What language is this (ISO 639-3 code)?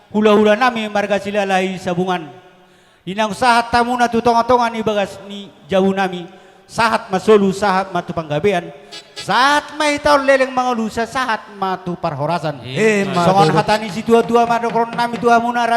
bbc